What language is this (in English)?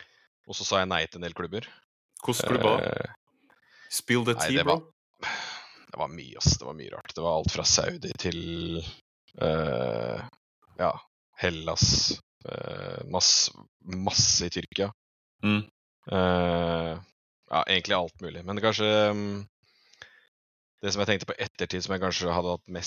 Norwegian